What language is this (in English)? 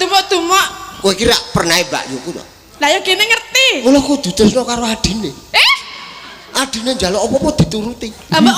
Javanese